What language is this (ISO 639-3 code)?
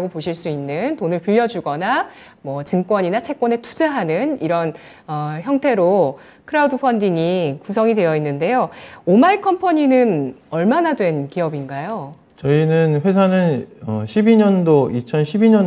kor